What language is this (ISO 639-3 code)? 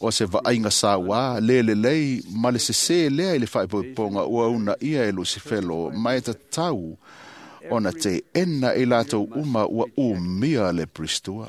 smo